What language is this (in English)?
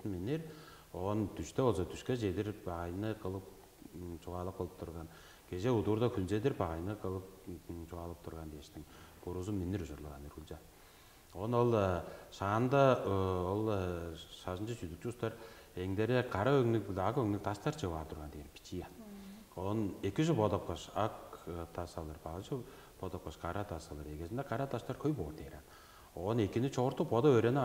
Tuvinian